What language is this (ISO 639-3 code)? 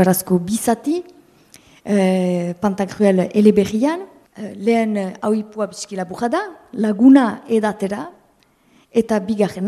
eus